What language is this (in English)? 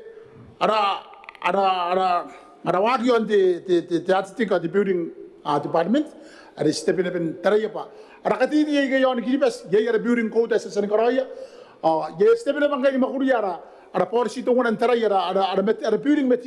Gilbertese